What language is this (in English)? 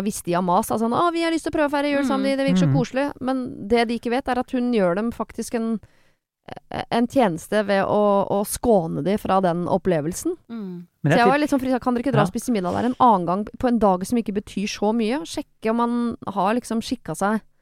Norwegian